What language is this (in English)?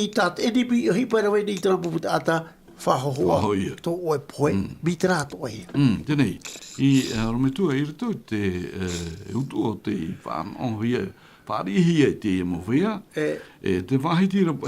Tahitian